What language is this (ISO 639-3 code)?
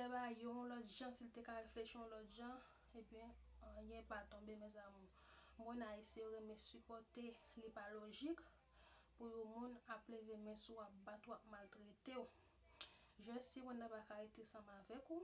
hat